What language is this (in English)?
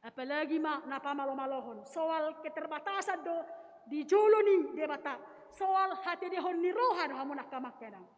Batak Toba